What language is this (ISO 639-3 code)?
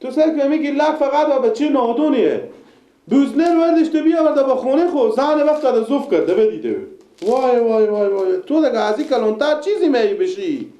fas